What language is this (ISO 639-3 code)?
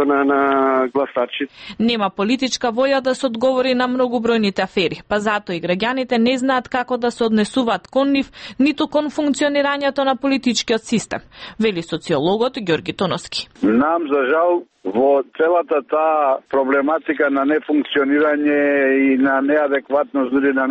mkd